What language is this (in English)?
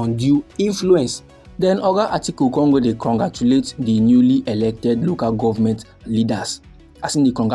Nigerian Pidgin